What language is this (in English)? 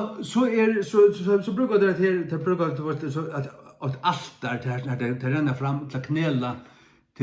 Faroese